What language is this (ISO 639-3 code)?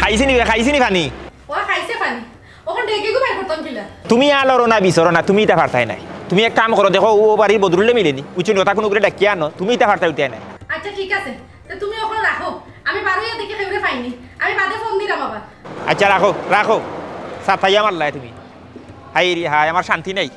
syl